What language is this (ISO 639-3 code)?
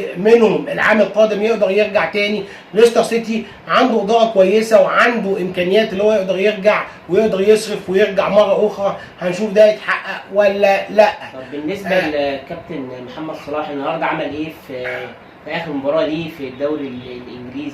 arz